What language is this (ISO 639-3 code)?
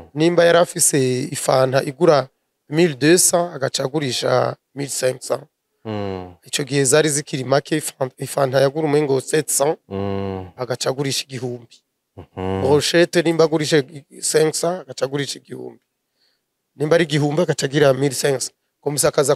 run